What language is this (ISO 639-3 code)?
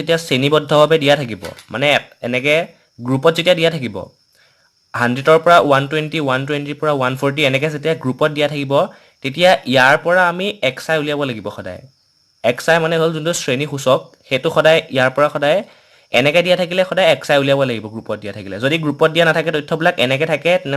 asm